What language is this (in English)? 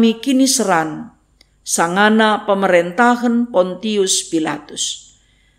Batak Karo